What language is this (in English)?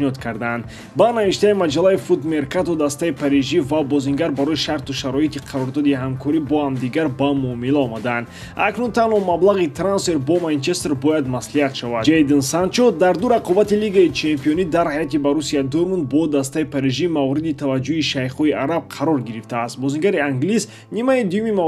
Tajik